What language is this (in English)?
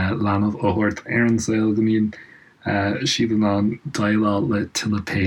Irish